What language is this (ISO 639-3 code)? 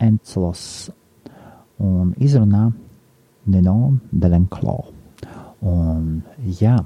lav